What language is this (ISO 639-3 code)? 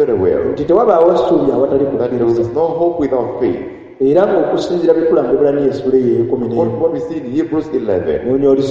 lug